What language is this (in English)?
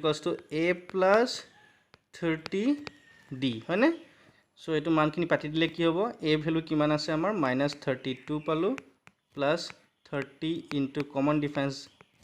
Assamese